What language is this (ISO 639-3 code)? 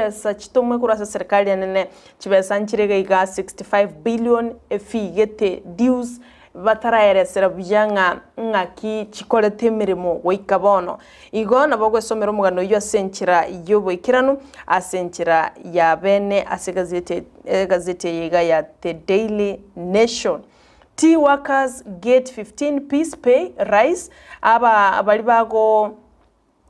guz